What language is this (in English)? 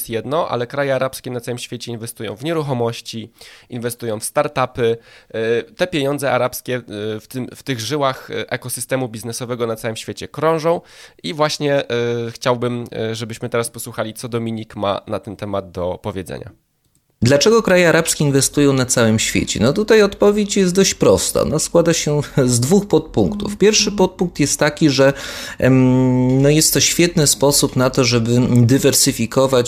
Polish